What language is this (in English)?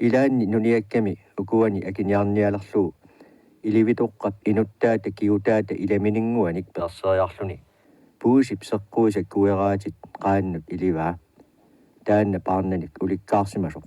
Kalaallisut